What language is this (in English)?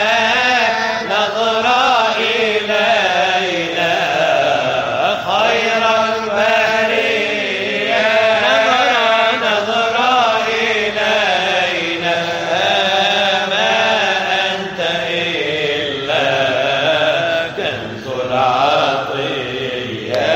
Arabic